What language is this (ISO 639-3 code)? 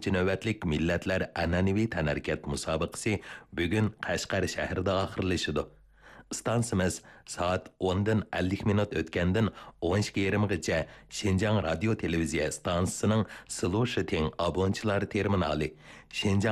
uig